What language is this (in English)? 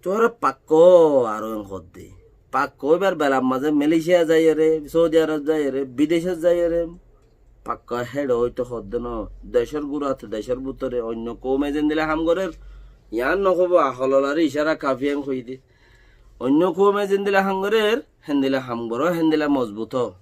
Rohingya